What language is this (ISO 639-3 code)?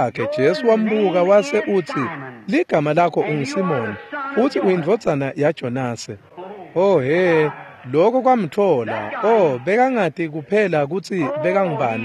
ssw